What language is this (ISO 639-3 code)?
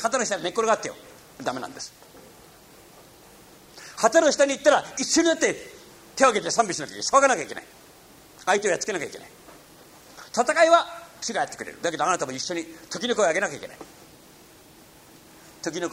jpn